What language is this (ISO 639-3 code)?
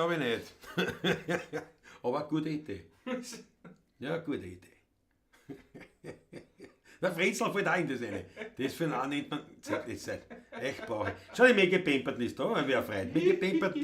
bar